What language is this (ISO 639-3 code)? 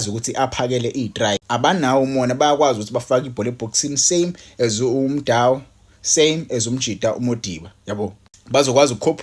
zul